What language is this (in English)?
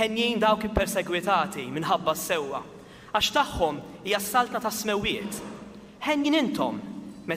Maltese